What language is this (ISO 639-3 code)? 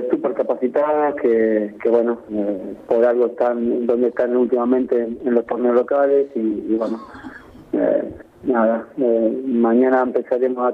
spa